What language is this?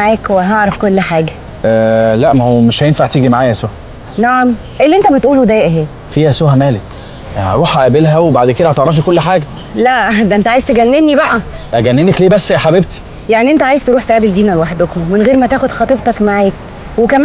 Egyptian Arabic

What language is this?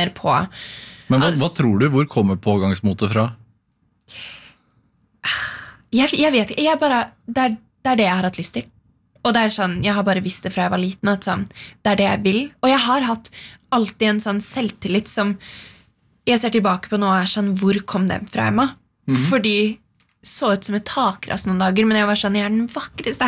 Norwegian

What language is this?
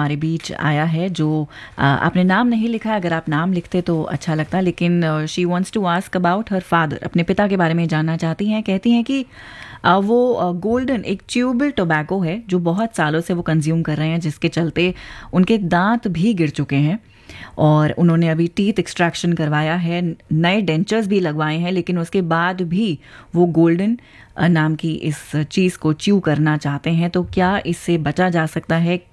Hindi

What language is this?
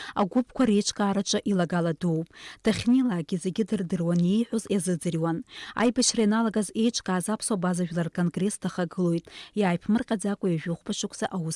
Abkhazian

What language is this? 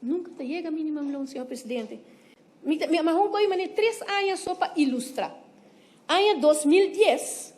Papiamento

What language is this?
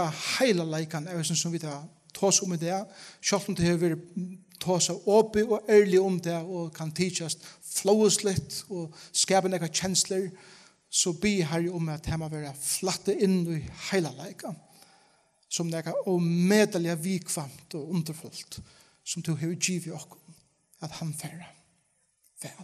Faroese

